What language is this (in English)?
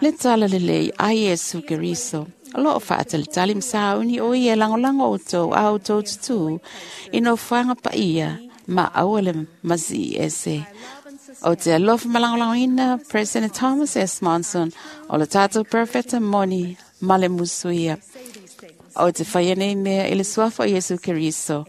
Samoan